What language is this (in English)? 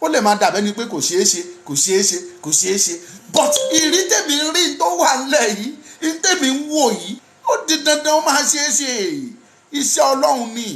Yoruba